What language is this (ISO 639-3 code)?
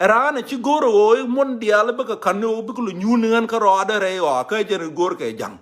nus